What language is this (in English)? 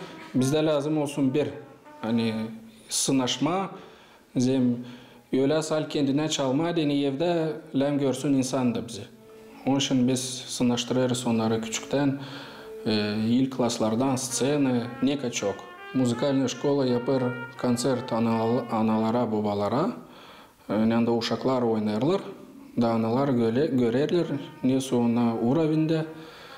Gagauz